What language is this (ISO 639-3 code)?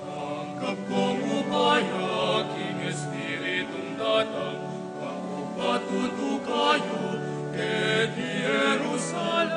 pam